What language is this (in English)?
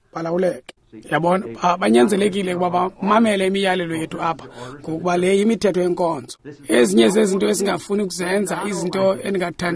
Xhosa